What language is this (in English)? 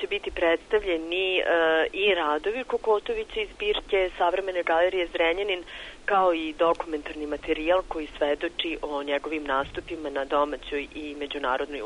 Serbian